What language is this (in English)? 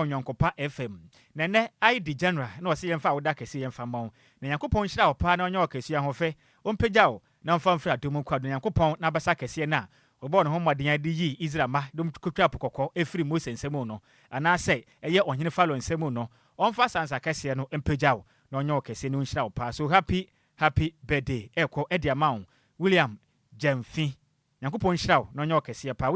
Akan